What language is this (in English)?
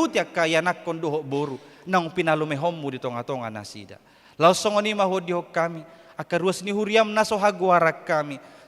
Batak Toba